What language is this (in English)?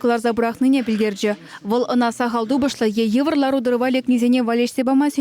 Chuvash